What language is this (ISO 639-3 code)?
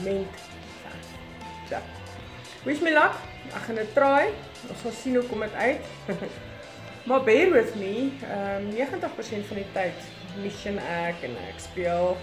afr